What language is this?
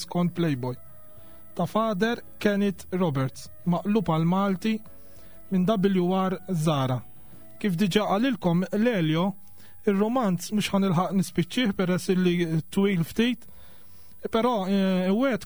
Maltese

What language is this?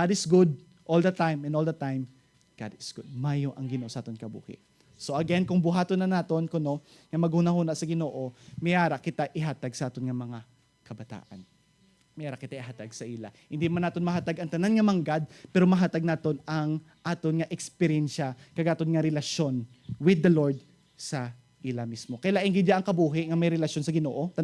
Hiligaynon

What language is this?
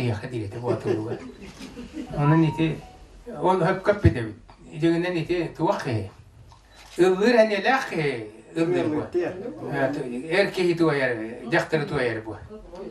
Yakut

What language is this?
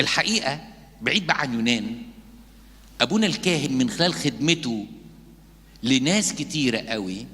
Egyptian Arabic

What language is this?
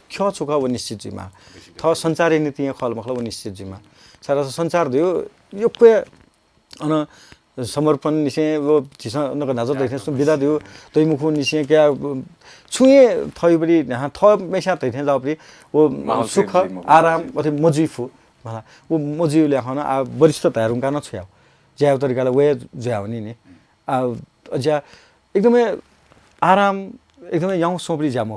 Newari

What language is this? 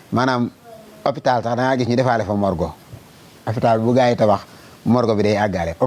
Wolof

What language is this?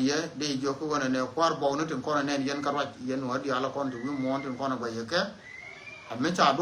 Nuer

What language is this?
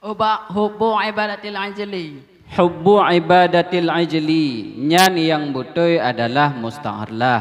Achinese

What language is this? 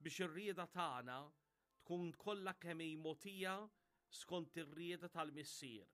Maltese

